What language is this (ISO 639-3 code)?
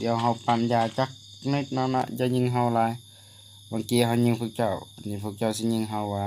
lao